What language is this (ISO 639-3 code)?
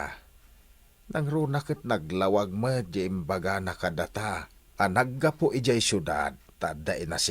ilo